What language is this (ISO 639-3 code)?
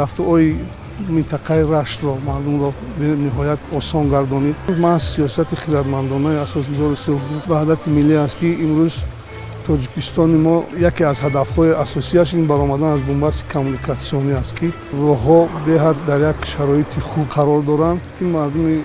tgk